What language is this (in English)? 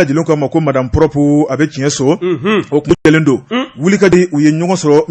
Bambara